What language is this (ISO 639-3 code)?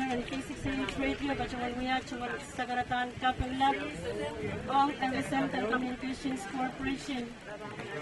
pon